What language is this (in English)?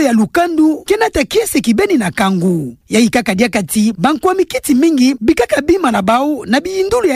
Kituba (Democratic Republic of Congo)